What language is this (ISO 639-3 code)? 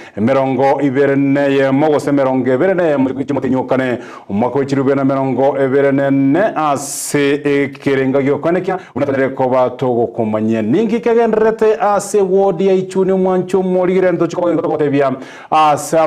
guz